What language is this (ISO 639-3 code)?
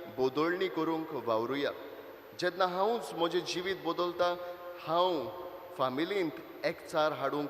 kok